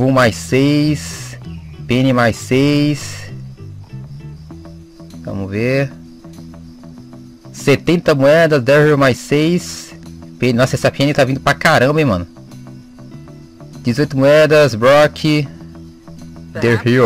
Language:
Portuguese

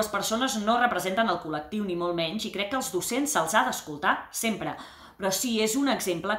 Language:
Catalan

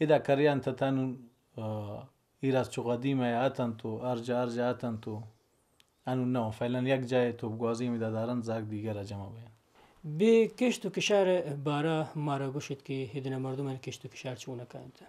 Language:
Baluchi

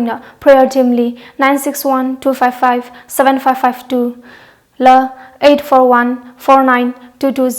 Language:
Tangkhul Naga (India)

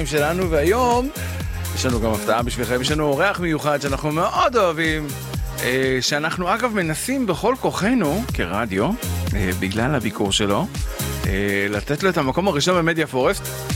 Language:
Hebrew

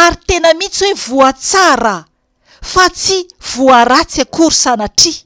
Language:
Malagasy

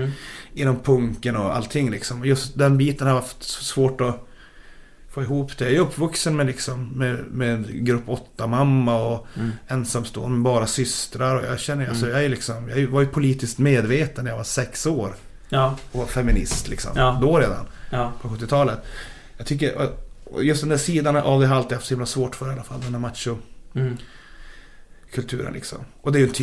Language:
Swedish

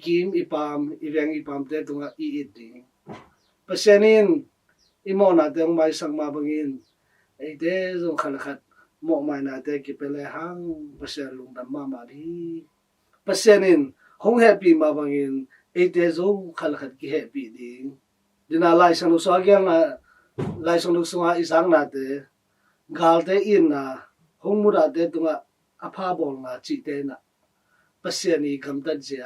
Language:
Tedim Chin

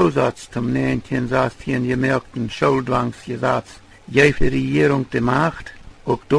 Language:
Plautdietsch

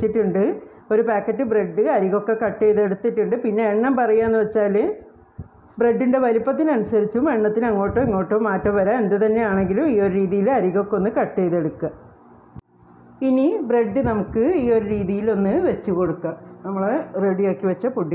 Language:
Malayalam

